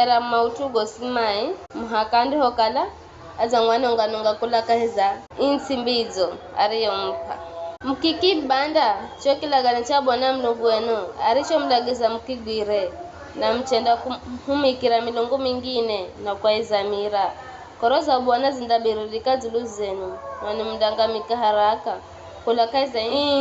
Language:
Giryama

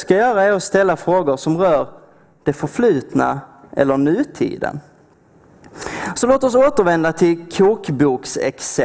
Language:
Swedish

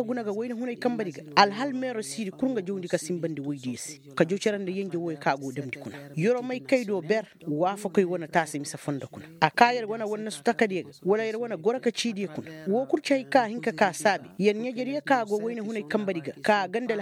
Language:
Koyraboro Senni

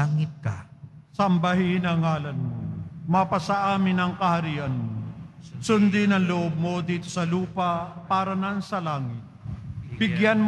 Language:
Filipino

